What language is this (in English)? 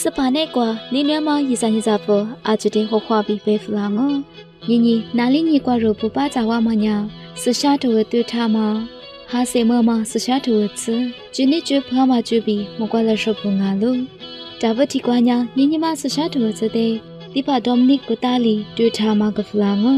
Lisu